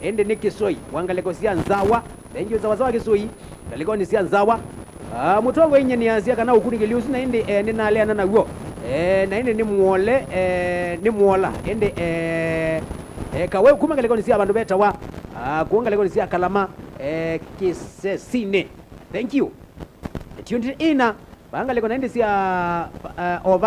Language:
Kamba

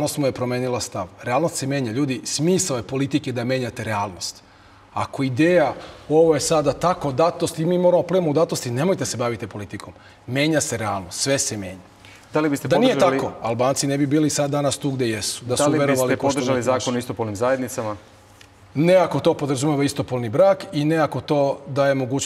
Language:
Serbian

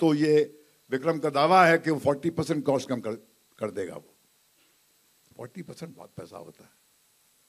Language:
Hindi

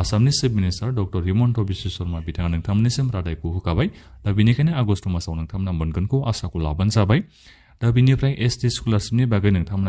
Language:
Bodo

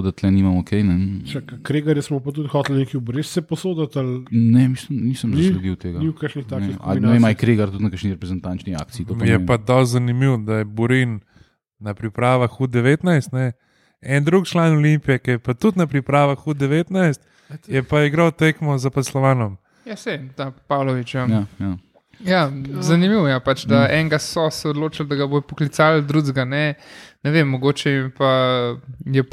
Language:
Slovenian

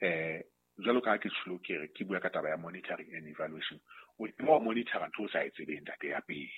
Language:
Southern Sotho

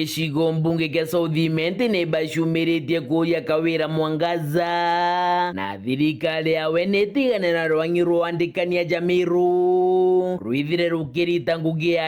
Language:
Meru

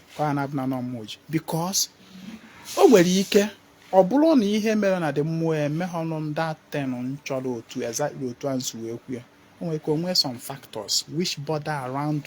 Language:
Igbo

